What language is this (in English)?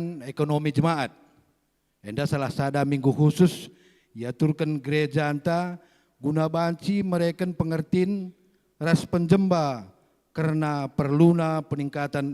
Batak Karo